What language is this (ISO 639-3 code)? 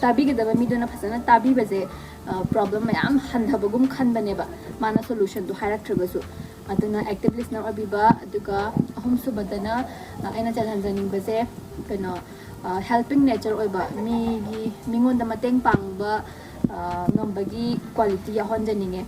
mni